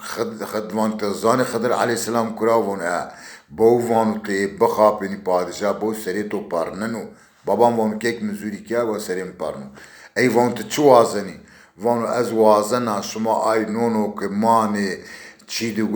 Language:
Zaza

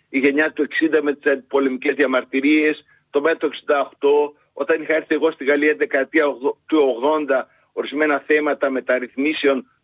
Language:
Greek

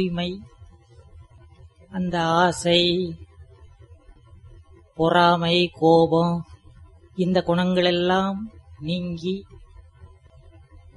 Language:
Tamil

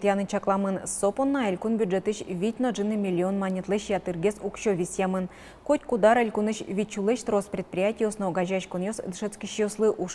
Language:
Udmurt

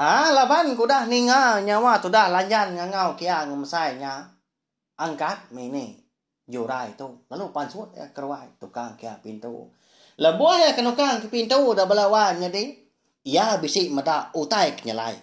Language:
Iban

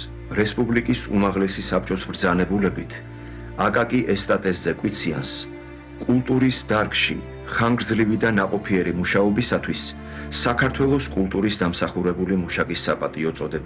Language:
Georgian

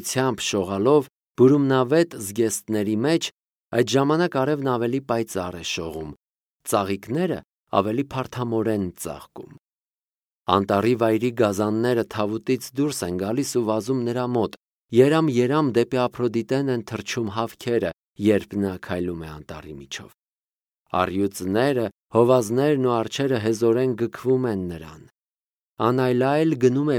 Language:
Armenian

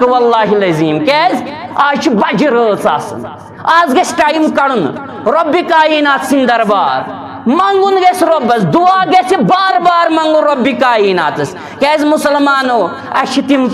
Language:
Kashmiri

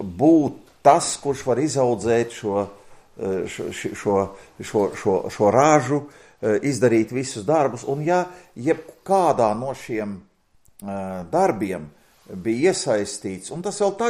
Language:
Latvian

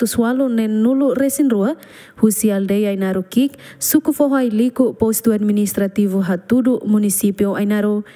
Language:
Tetum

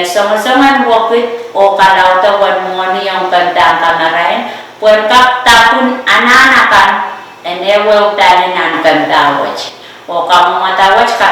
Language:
Pohnpeian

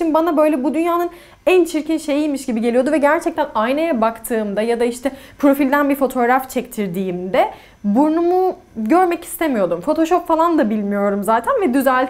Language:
Turkish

